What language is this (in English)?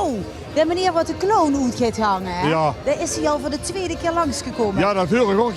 Limburgish